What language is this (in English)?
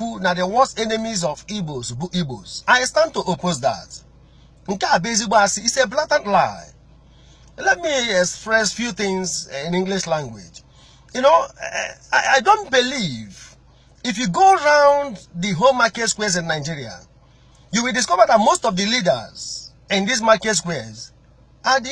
Igbo